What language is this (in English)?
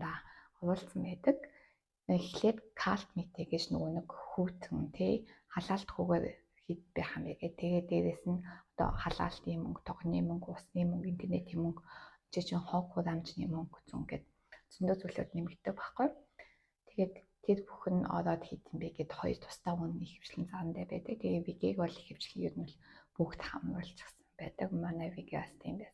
Mongolian